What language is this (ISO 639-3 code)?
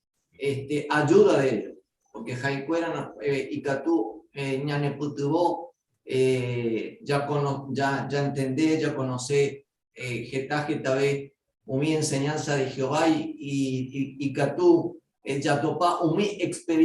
grn